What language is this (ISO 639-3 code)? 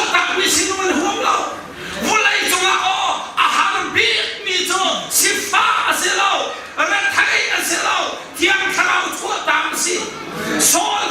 cnh